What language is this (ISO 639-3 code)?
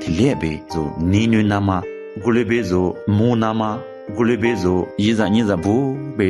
lis